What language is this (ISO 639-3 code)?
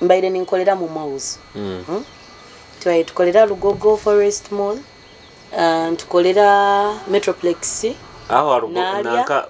nyo